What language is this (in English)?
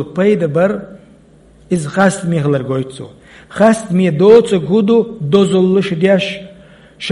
Chechen